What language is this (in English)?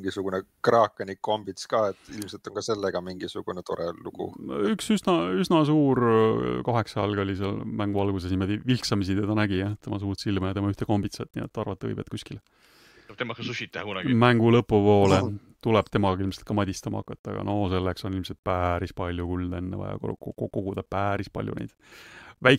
Estonian